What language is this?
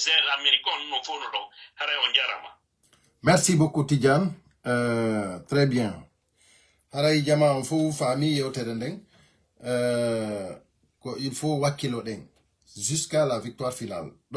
Fula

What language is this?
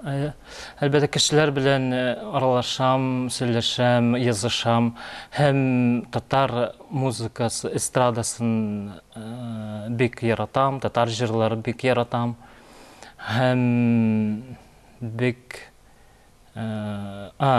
Tatar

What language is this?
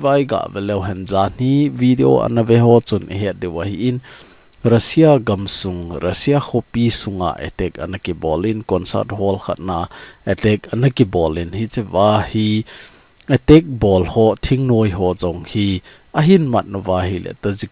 Thado Chin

